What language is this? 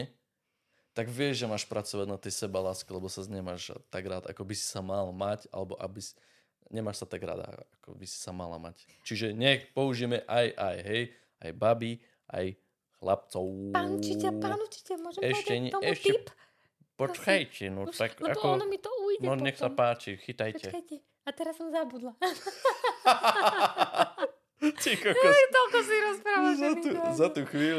Slovak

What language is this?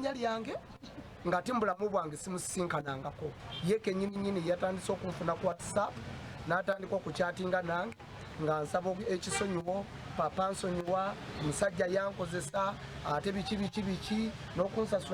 Ganda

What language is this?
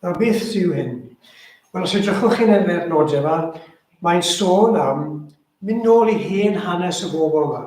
Welsh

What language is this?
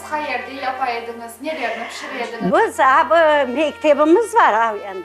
Crimean Tatar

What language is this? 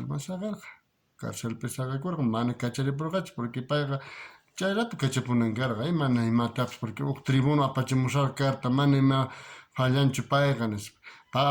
South Bolivian Quechua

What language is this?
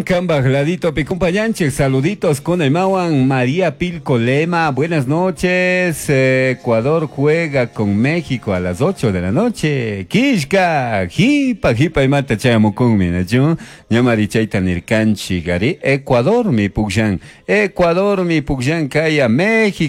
Chimborazo Highland Quichua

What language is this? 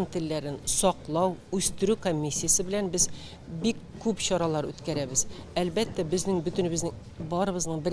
Tatar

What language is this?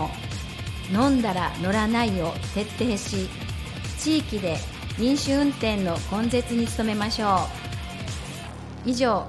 Japanese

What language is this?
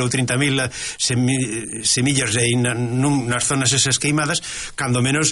Galician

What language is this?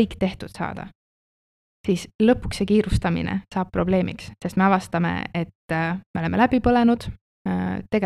Estonian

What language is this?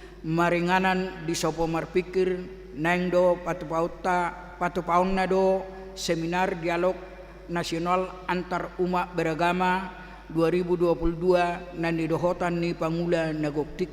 Batak Toba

